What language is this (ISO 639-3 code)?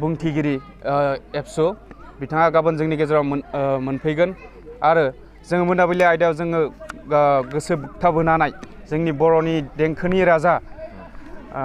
brx